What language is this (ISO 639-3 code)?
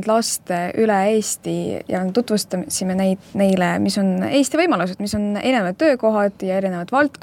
est